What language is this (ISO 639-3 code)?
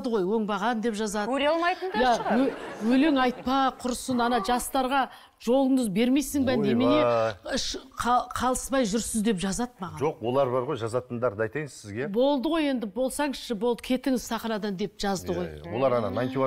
kaz